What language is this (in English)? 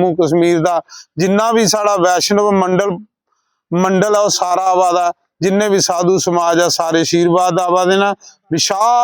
Dogri